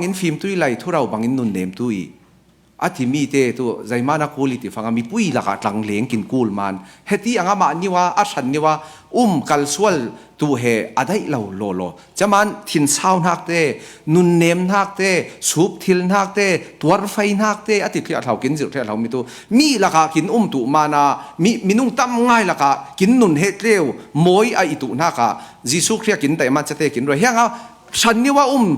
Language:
Falam Chin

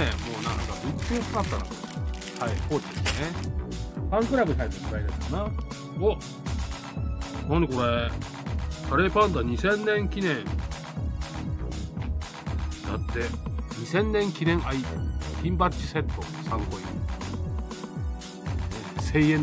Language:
Japanese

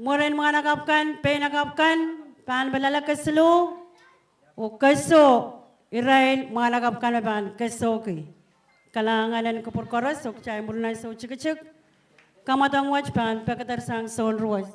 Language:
Pohnpeian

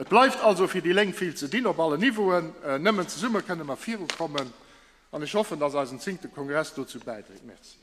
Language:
Luxembourgish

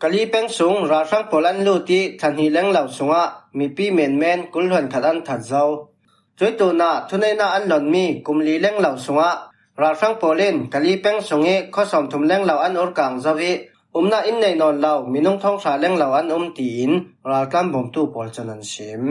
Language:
Falam Chin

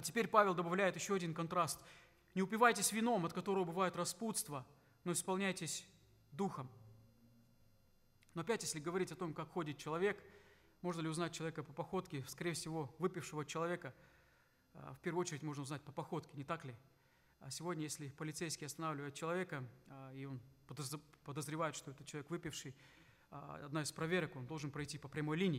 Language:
Russian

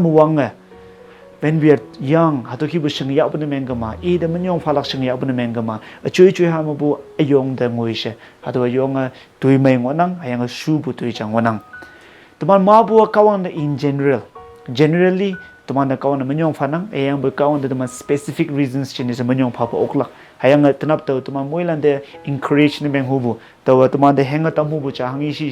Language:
Konyak Naga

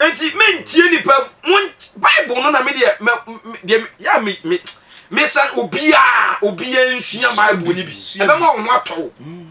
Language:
Akan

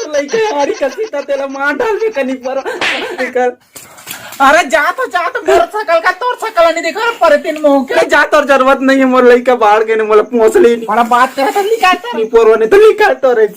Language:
Chhattisgarhi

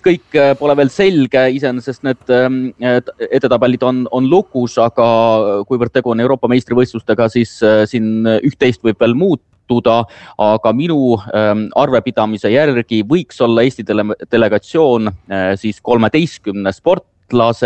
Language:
Estonian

